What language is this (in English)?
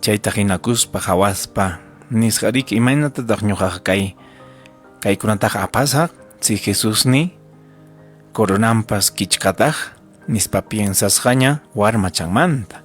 Ayacucho Quechua